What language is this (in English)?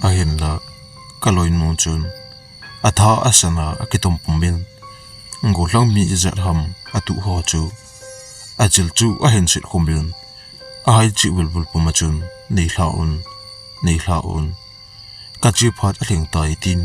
Thado Chin